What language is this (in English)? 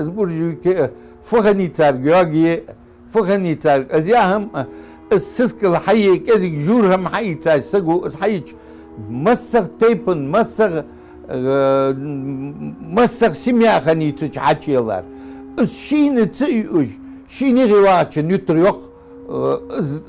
Ingush